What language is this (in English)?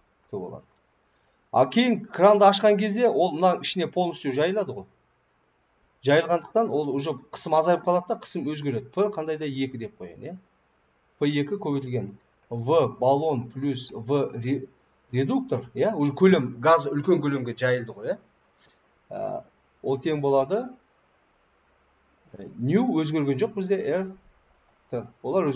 Kazakh